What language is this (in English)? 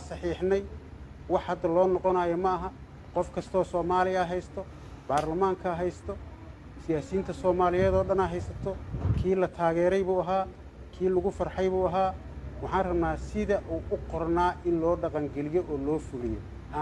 Somali